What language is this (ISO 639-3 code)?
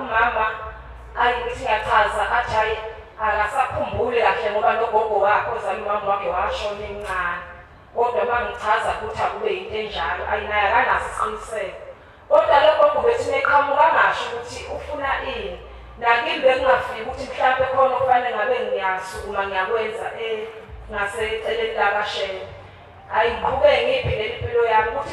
zul